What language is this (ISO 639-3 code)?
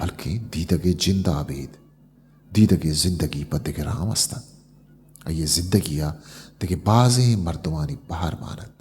bgp